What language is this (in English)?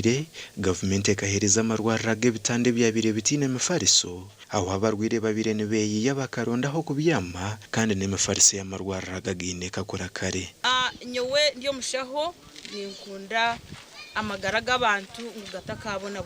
Nyankole